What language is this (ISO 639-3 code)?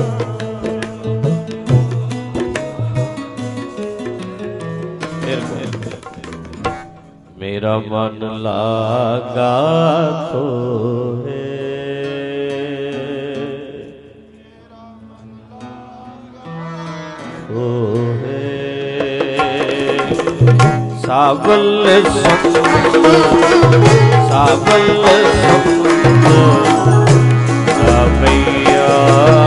pan